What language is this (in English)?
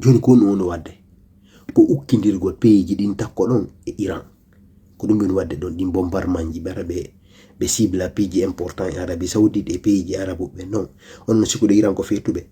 Fula